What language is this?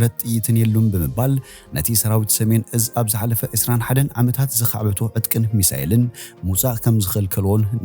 Tigrinya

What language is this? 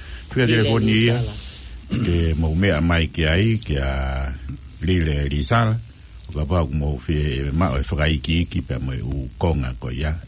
Tongan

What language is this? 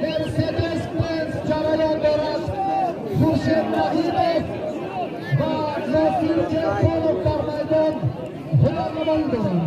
Tajik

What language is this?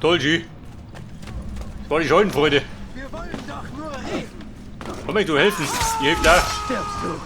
Bavarian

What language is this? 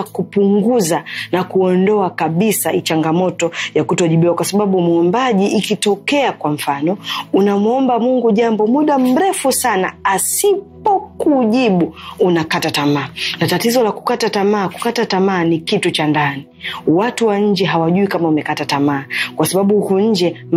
Swahili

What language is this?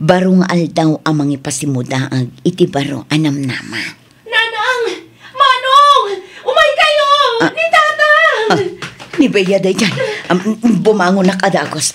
Iloko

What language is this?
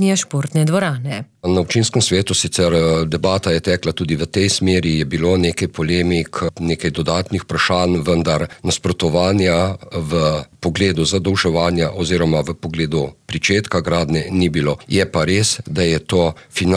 Slovenian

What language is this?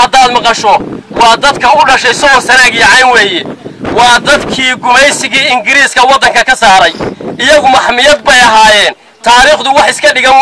Somali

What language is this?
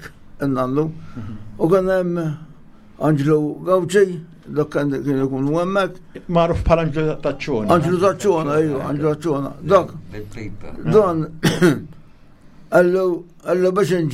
Maltese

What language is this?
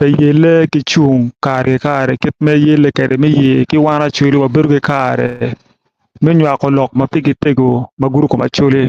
Acoli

